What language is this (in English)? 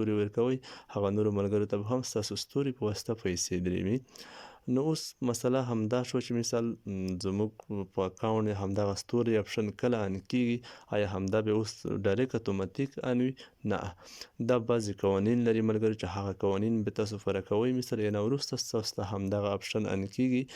Pashto